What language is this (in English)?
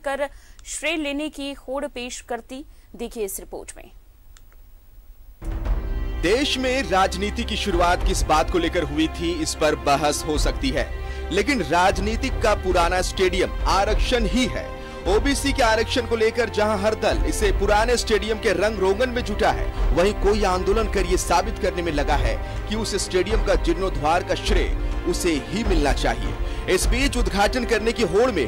Hindi